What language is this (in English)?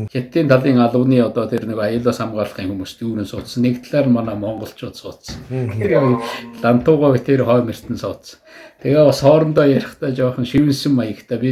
Mongolian